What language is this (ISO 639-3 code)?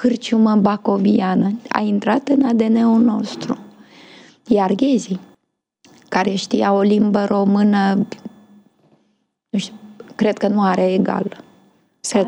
ron